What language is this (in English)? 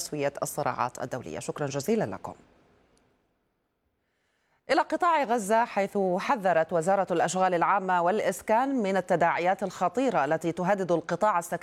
Arabic